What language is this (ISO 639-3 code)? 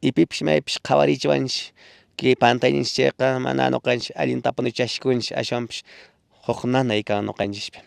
que